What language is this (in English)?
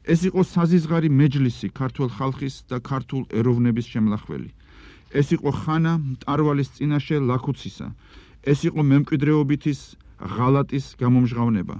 Georgian